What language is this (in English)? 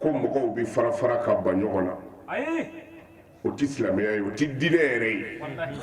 Bambara